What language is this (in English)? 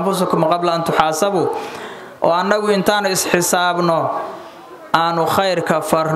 Somali